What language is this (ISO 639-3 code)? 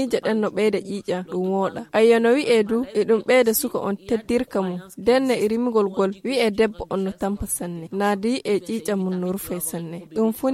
ful